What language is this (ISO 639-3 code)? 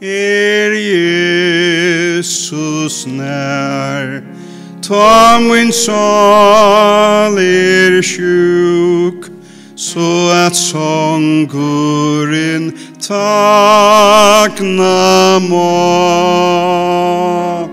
fao